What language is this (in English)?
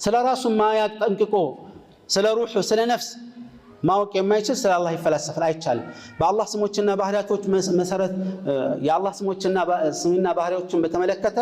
Amharic